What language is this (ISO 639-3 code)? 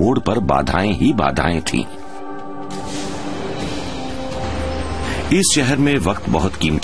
hin